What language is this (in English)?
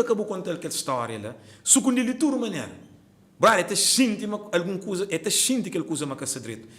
Kabuverdianu